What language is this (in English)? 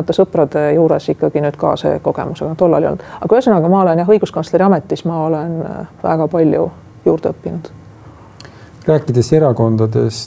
Estonian